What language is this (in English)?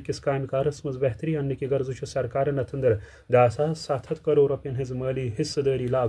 Kashmiri